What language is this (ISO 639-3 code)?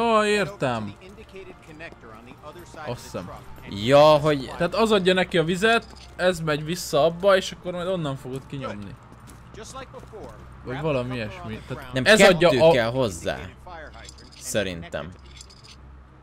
hun